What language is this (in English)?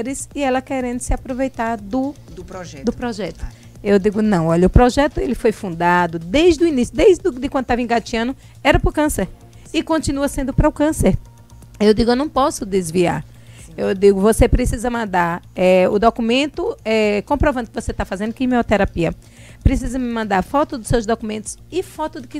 Portuguese